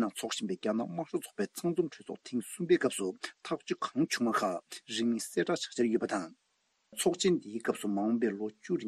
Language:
Tibetan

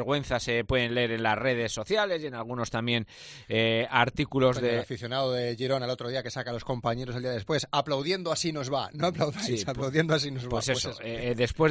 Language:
Spanish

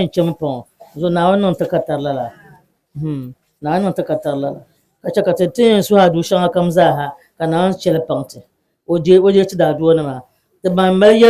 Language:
Dagbani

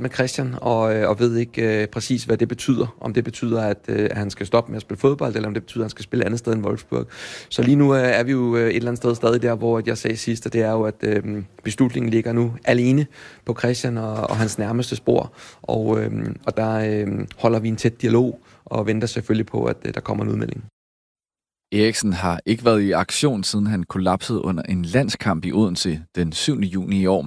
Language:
Danish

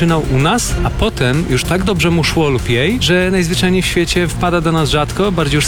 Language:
Polish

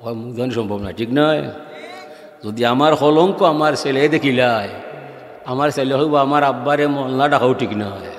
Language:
Sylheti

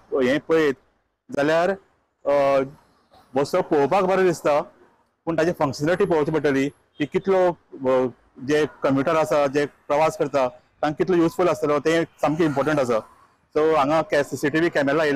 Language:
Konkani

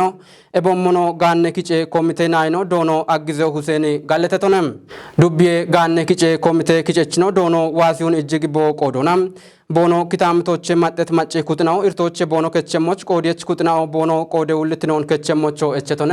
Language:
Kafa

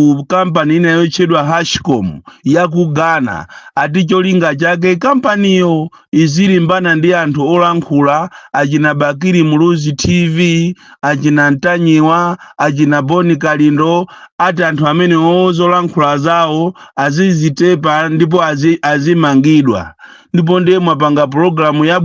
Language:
Nyanja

